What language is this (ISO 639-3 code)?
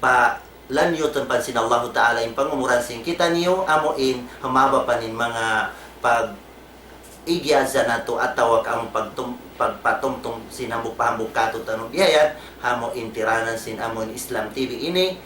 tsg